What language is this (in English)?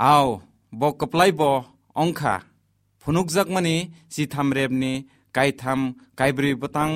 Kok Borok